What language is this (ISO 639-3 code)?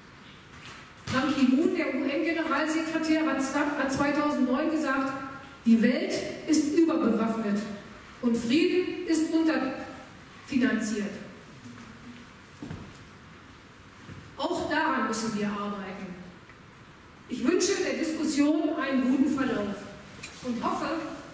deu